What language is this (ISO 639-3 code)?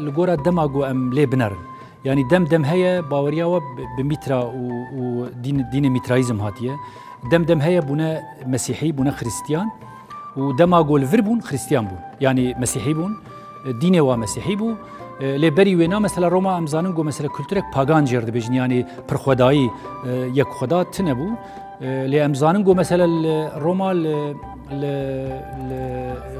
kur